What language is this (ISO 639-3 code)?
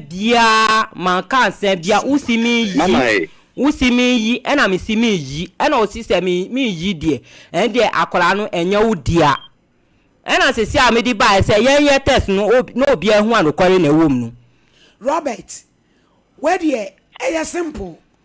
aka